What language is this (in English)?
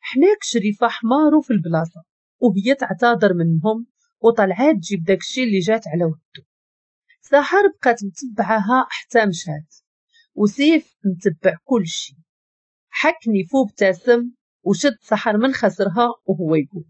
Moroccan Arabic